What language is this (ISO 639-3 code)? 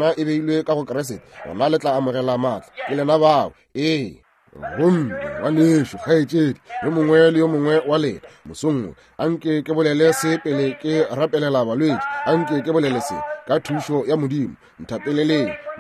nso